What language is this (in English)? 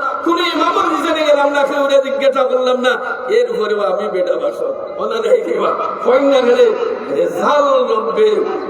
Sylheti